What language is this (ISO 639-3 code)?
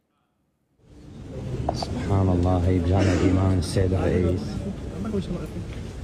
ara